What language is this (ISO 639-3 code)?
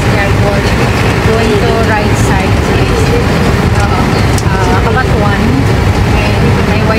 hil